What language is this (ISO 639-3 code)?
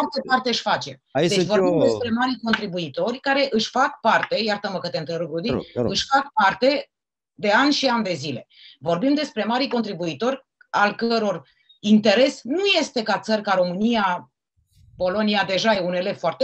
ron